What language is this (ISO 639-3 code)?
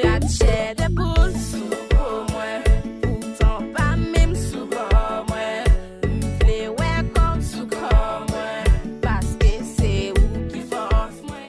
hat